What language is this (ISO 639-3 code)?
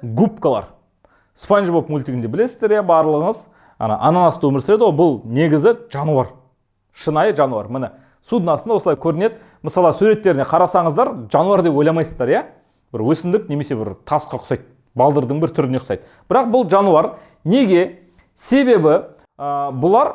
kaz